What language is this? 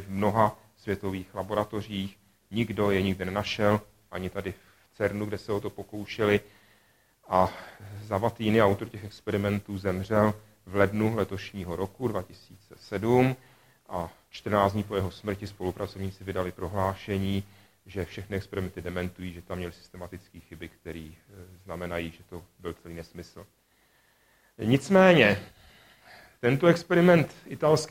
Czech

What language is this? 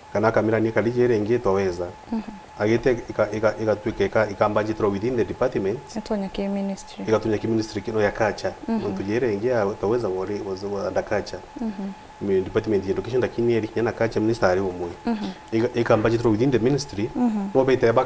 Meru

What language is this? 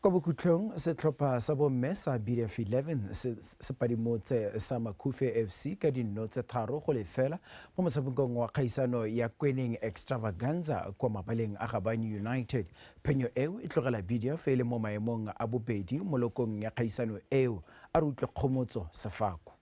Tswana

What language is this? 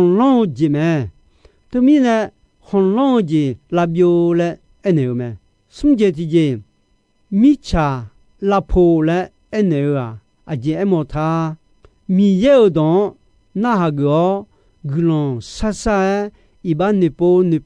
Akha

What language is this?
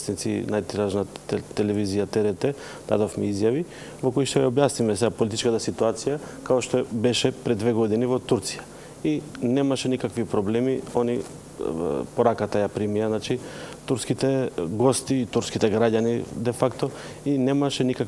Macedonian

